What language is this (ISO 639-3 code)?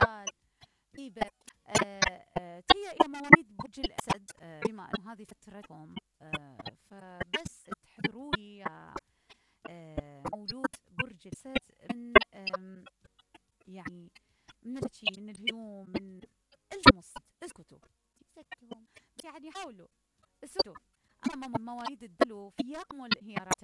acm